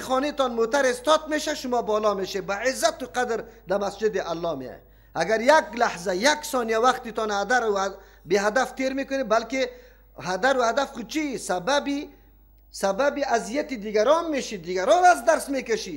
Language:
Persian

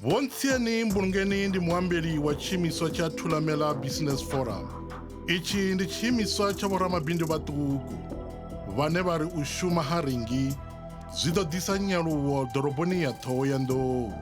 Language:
Venda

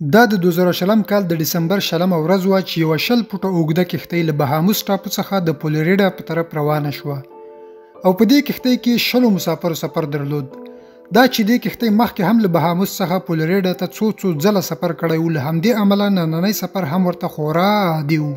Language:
Pashto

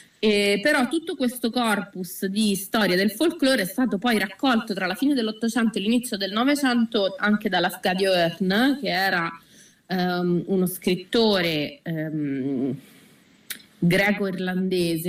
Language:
Italian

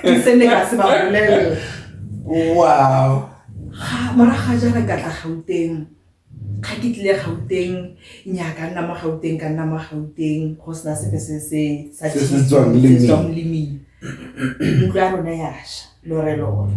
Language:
Tswana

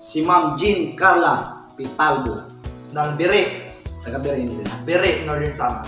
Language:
Waray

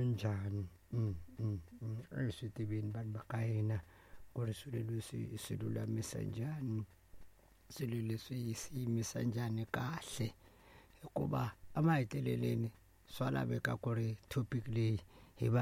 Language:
Tsonga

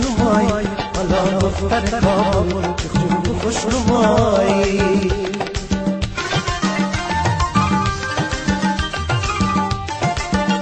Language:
Persian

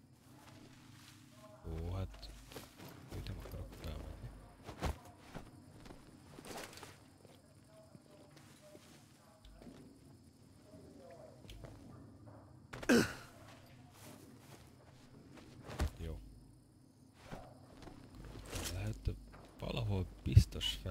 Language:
Hungarian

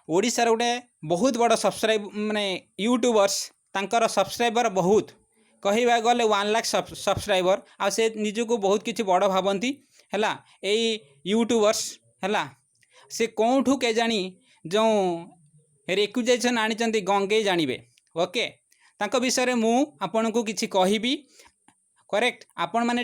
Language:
Odia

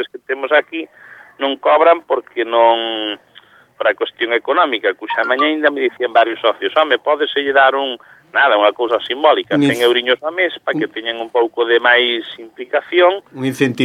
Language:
Galician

